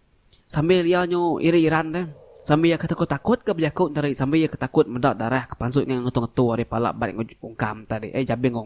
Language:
Iban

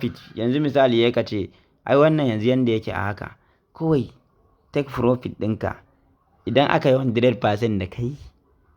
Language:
Hausa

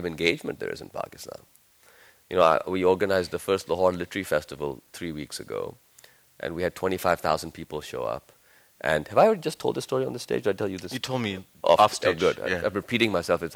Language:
English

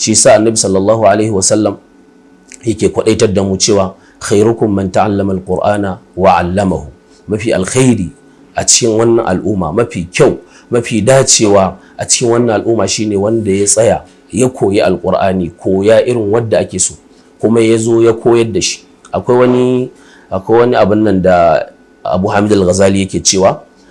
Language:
Hausa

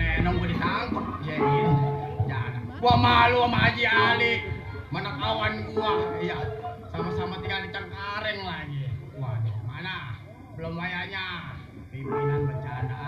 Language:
Betawi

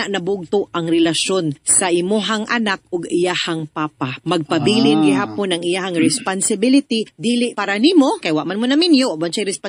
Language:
Cebuano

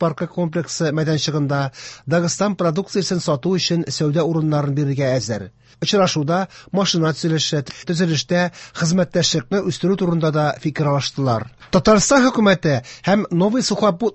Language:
Tatar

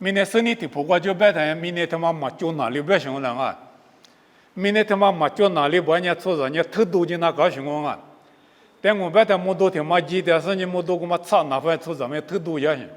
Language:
Lisu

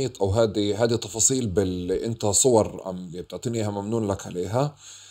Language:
North Levantine Arabic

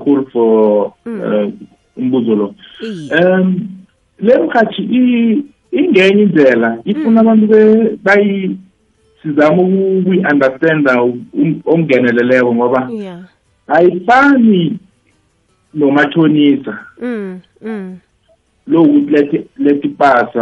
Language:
South Ndebele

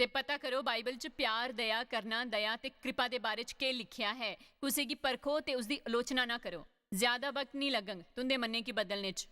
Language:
Dogri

